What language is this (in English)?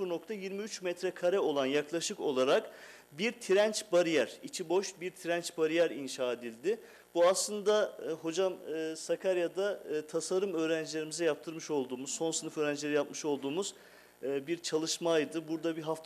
Turkish